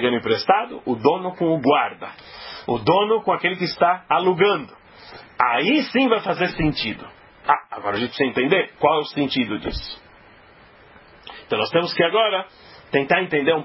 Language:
Portuguese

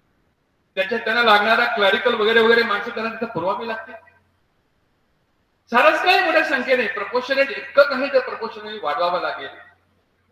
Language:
Marathi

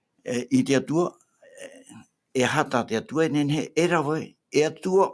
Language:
Tahitian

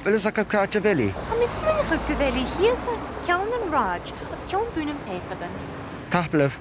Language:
Scottish Gaelic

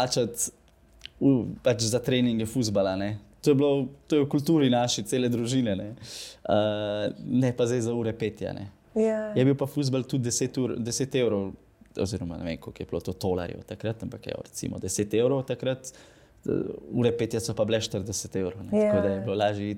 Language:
Slovenian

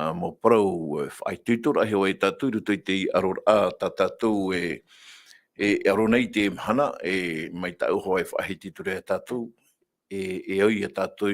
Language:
Tahitian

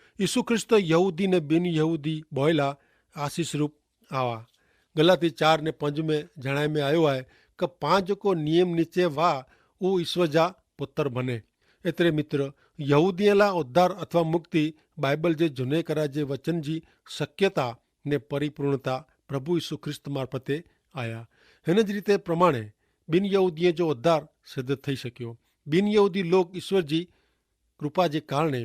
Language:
Kachhi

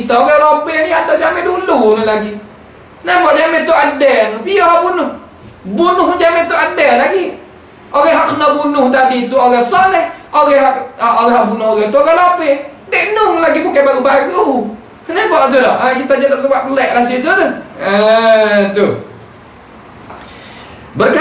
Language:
Malay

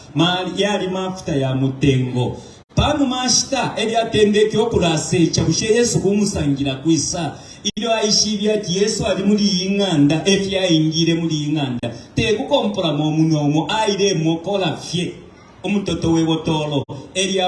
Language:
Bemba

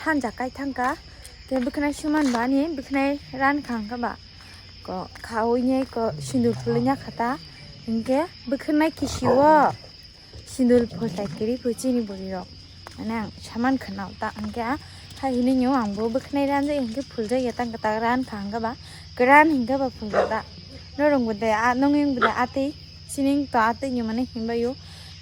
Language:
Kok Borok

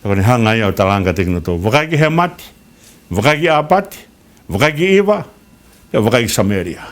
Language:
Tongan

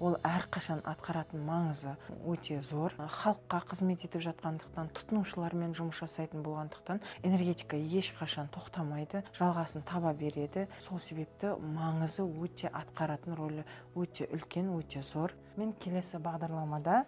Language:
Kazakh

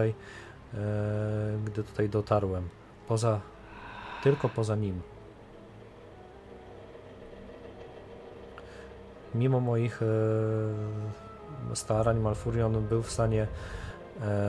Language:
Polish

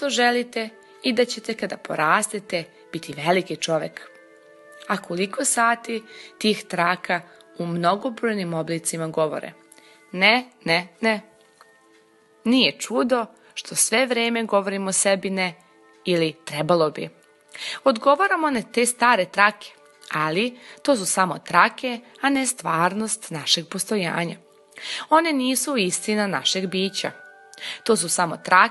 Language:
Serbian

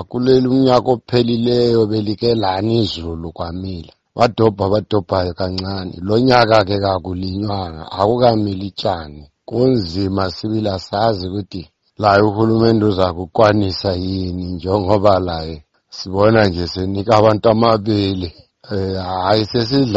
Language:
North Ndebele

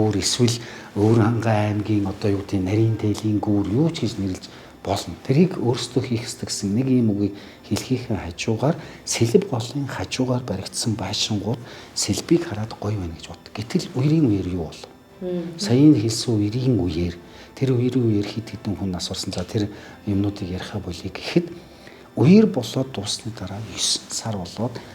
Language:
Mongolian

